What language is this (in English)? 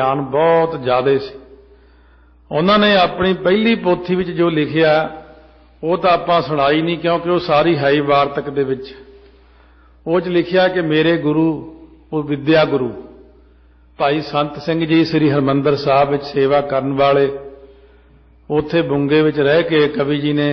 Punjabi